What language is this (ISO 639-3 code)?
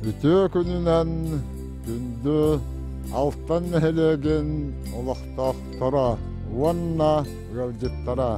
sah